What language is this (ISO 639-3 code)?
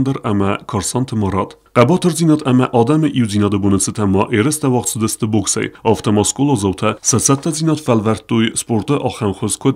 oss